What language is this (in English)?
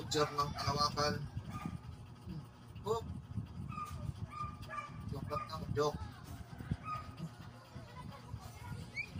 Filipino